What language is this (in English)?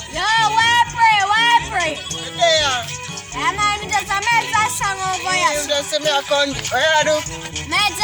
Jamaican Creole English